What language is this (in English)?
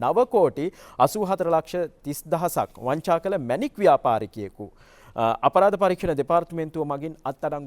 Sinhala